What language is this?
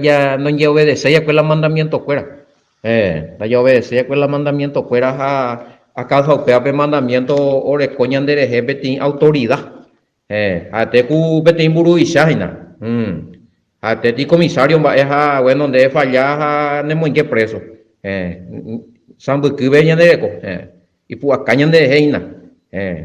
Guarani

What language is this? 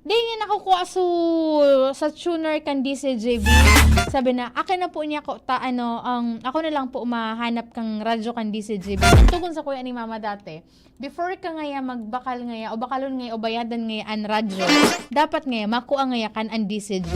Bikol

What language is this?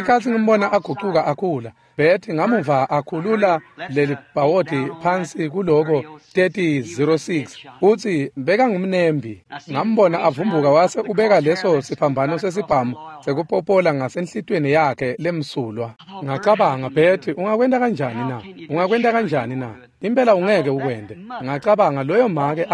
Swati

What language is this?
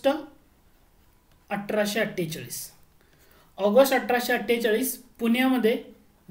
Marathi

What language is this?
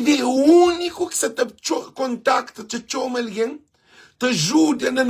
Kabuverdianu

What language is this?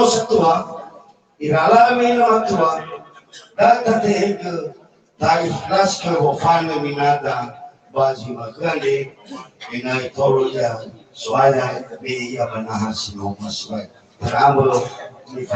Nias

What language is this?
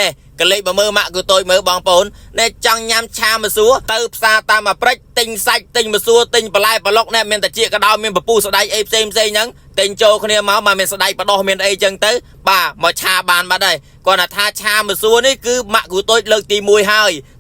Khmer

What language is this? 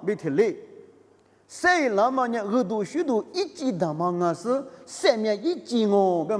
Lisu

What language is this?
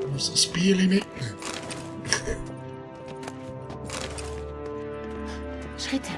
Swiss German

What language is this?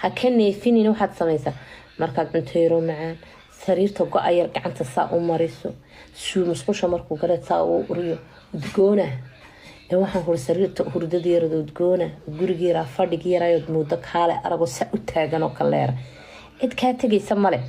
Somali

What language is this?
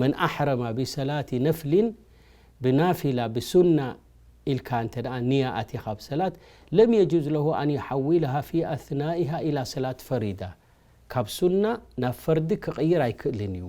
Tigrinya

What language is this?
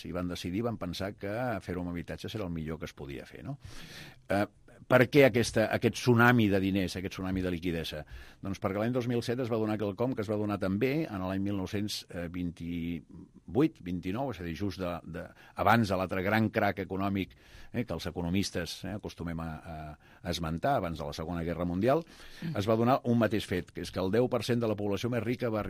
Catalan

